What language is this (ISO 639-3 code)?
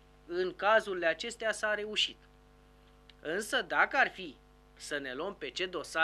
ron